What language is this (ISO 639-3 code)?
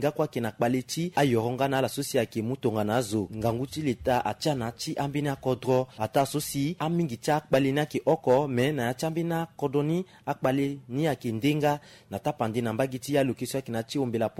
sag